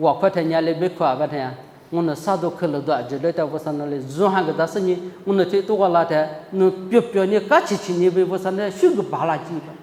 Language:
Lisu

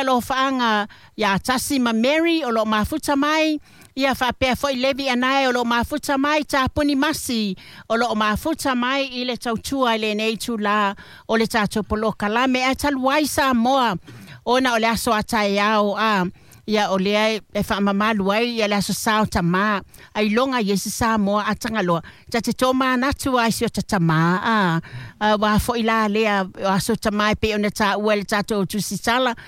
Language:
Samoan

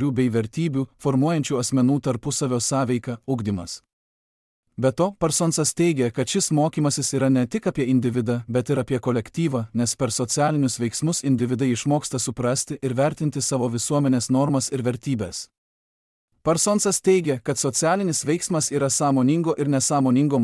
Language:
Lithuanian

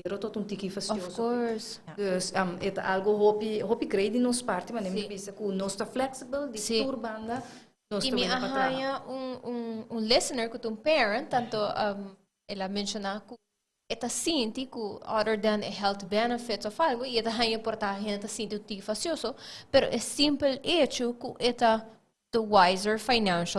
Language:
Papiamento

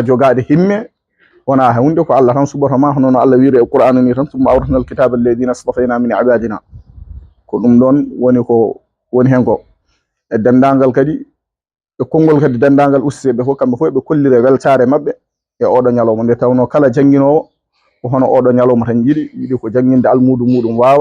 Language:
Fula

